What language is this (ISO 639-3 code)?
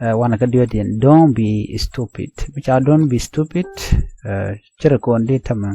nus